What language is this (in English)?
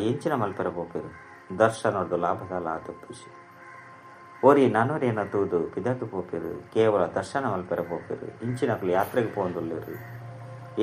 Tulu